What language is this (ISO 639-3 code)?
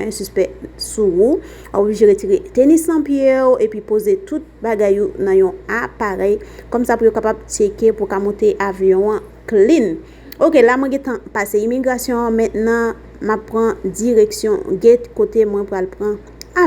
hat